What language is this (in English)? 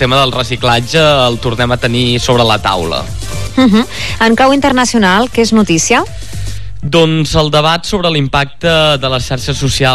Catalan